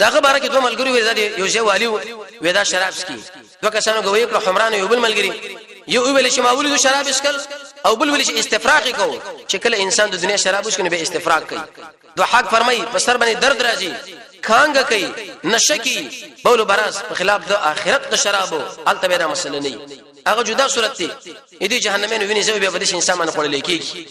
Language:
Pashto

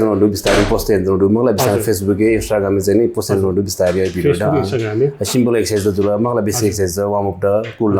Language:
Newari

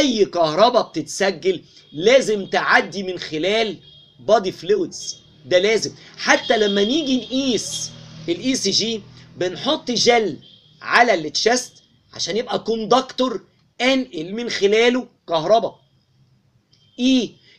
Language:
Egyptian Arabic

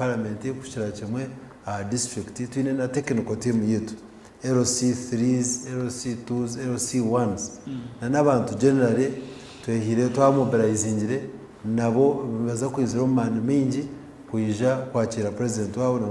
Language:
Nyankole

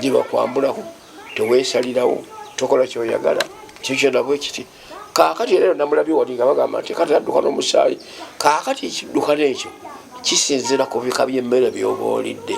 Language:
Ganda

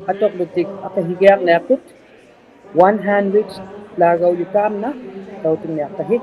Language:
Inuktitut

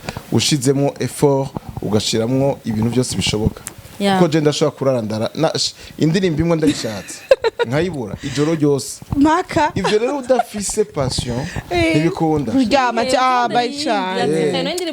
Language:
Rundi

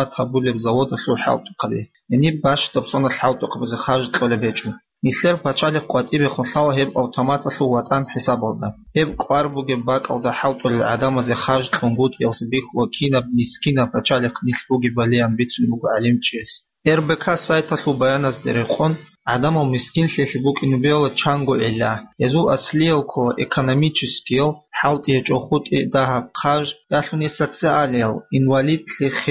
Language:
Avaric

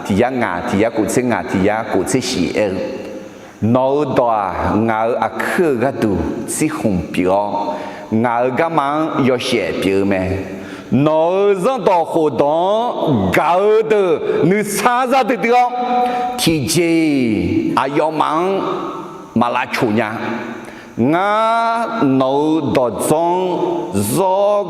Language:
Akha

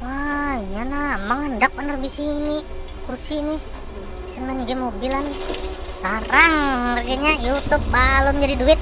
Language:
Banjar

